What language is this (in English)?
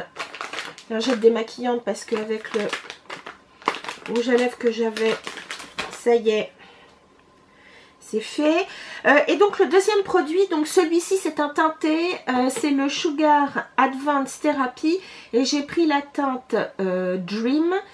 French